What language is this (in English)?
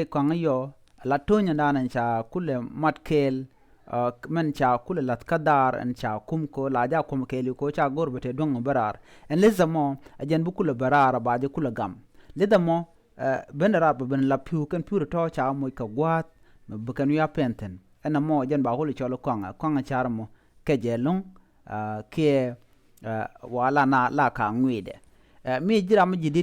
Nuer